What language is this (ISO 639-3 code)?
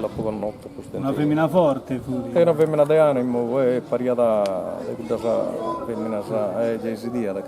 srd